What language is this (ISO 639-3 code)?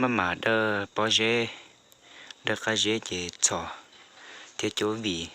hmn